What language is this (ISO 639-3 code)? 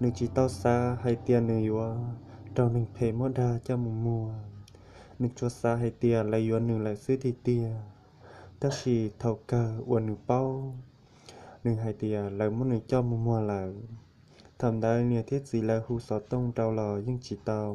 hmn